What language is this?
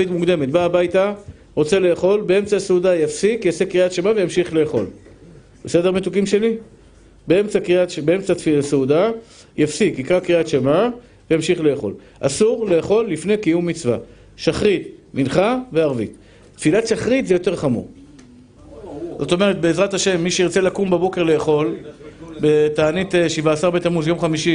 Hebrew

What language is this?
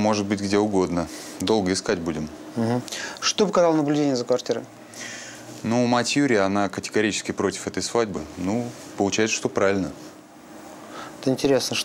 Russian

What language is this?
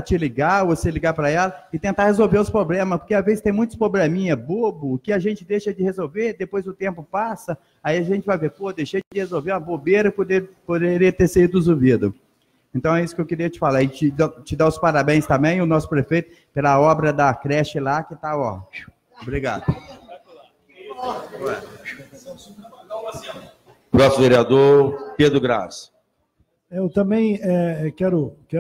Portuguese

